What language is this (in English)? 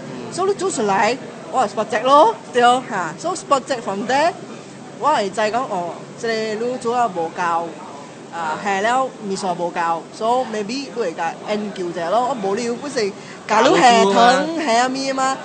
Min Nan Chinese